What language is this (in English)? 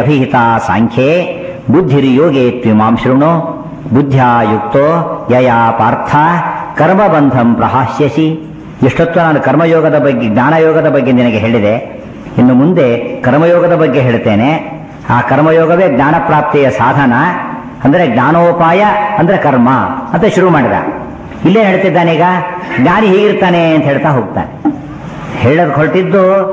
Kannada